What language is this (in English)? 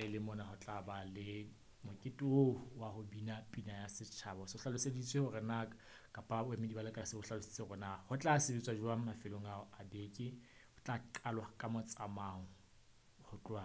Southern Sotho